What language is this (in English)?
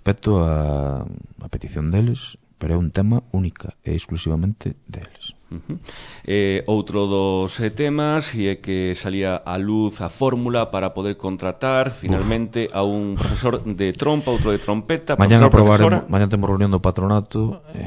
Galician